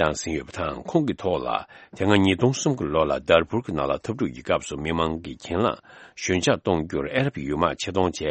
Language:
Tibetan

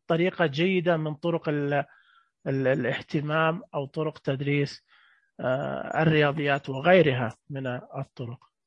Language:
Najdi Arabic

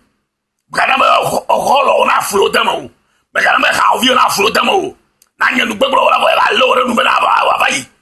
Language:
Ewe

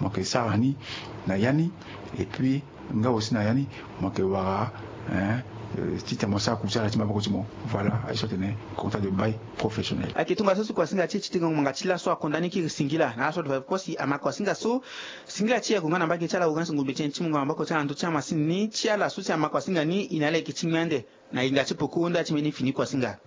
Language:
Sango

